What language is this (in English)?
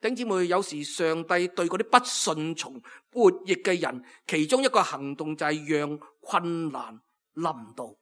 Cantonese